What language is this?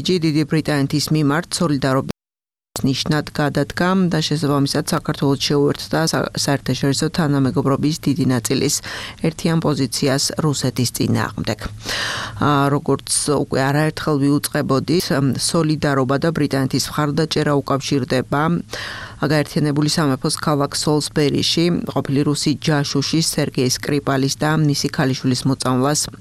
Georgian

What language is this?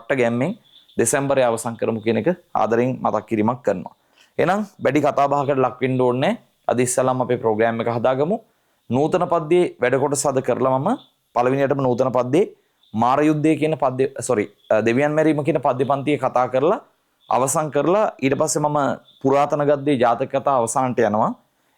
Sinhala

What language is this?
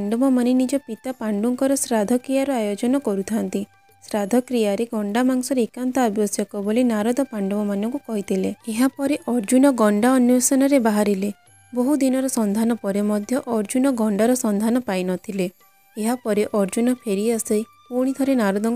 Odia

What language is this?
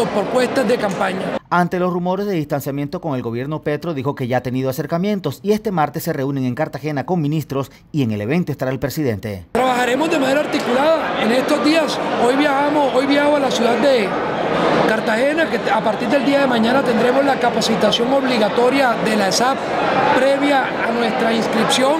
Spanish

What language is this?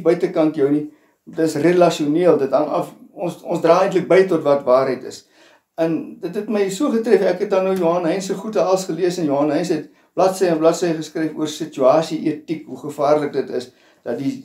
Afrikaans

